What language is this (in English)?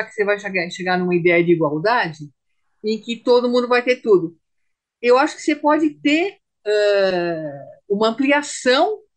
Portuguese